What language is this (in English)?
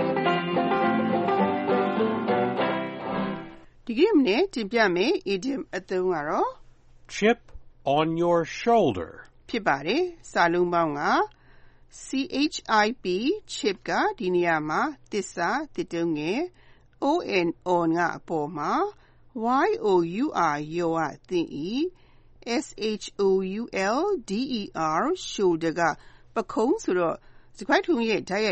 Burmese